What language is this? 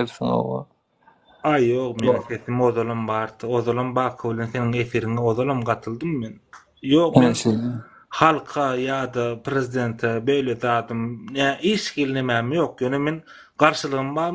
Turkmen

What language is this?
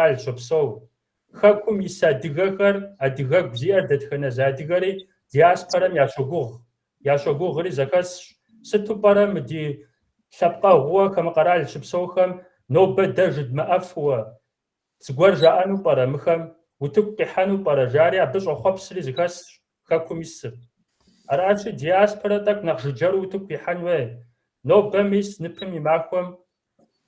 Kabardian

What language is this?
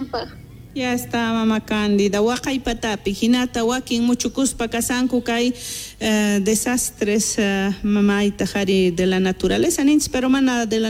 South Bolivian Quechua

